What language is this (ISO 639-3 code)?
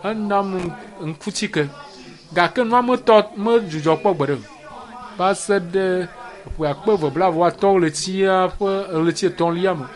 ewe